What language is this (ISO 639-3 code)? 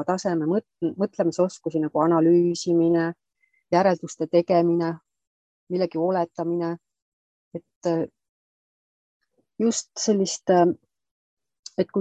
est